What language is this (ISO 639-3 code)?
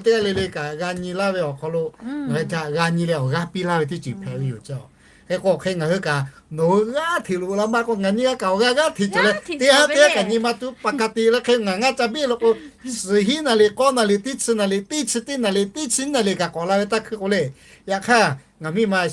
lhu